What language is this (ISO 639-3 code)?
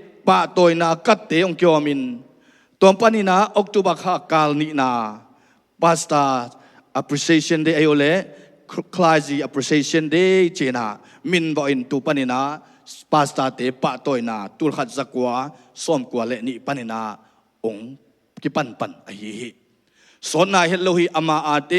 ctd